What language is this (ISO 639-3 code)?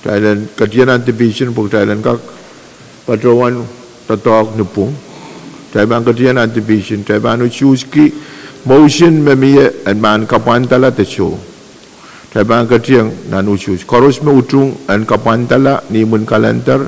pon